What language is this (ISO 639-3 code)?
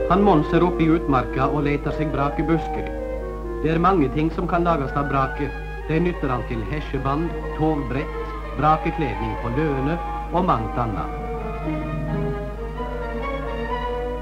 nor